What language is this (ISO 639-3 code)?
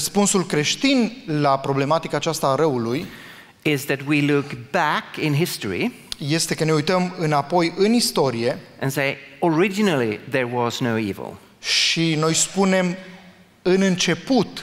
ron